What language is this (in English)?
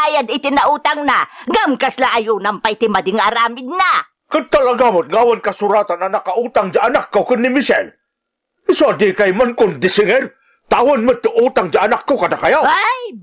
Iloko